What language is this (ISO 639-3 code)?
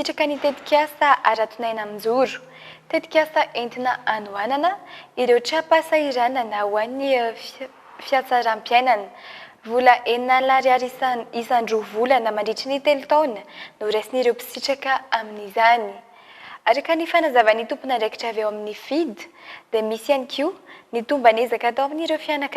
mlg